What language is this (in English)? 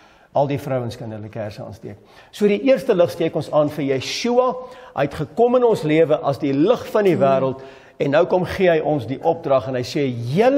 Afrikaans